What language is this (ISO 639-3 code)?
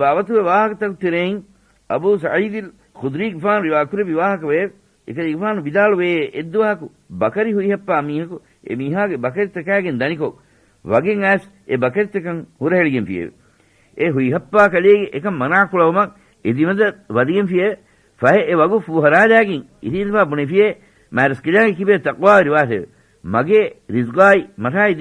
div